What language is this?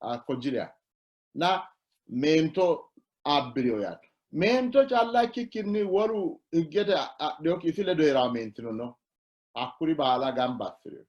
Sidamo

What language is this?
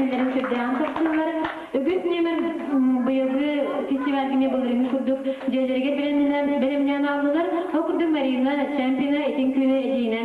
Yakut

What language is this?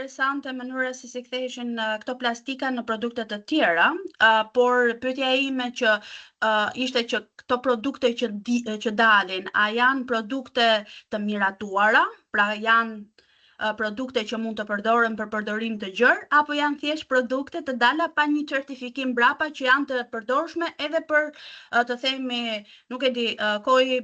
Albanian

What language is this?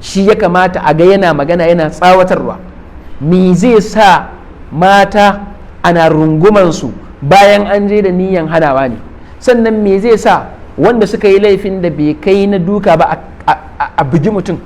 Hausa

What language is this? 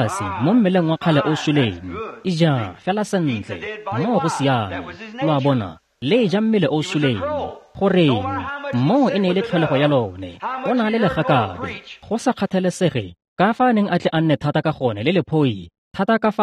Tswana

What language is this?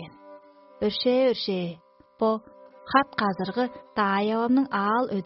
Tuvinian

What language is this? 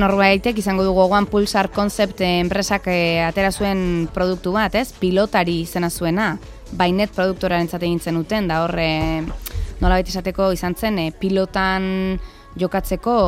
Basque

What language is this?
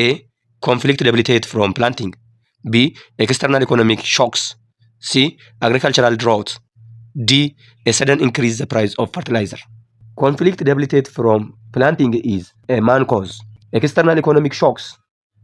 Oromo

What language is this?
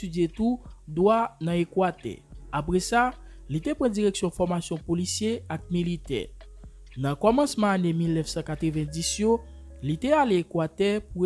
Haitian Creole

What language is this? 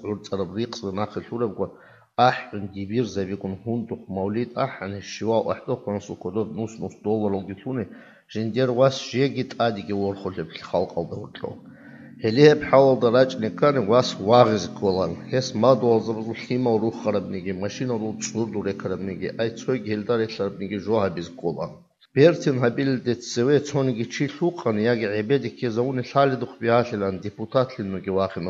Avaric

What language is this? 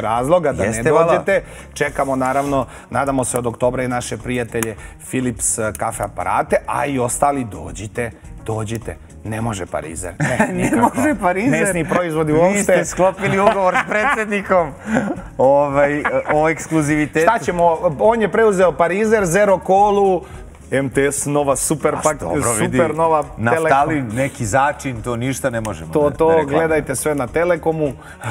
Serbian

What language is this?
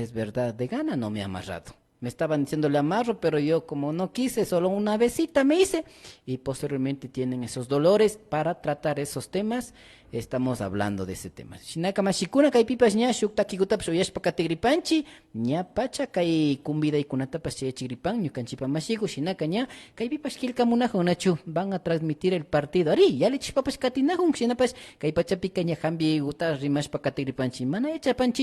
Imbabura Highland Quichua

